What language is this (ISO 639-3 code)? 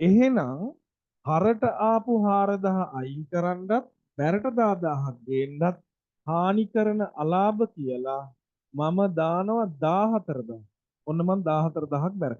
sin